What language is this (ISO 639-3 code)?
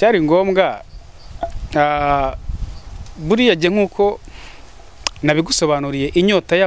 kin